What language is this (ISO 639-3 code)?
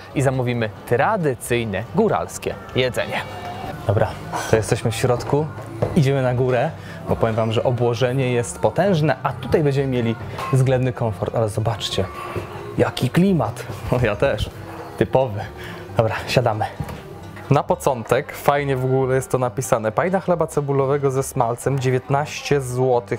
pol